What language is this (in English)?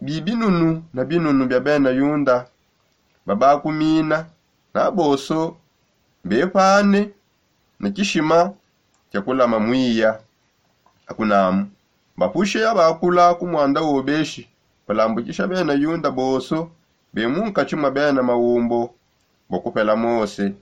Songe